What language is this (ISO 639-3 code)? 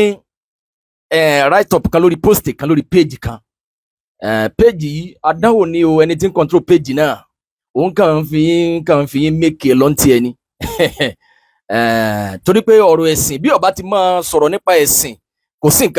yor